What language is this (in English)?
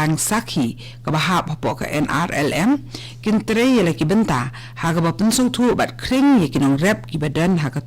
Khasi